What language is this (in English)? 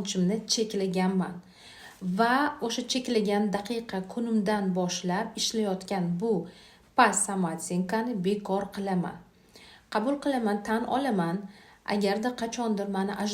Uzbek